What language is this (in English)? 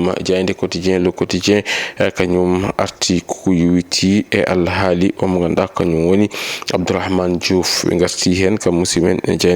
Fula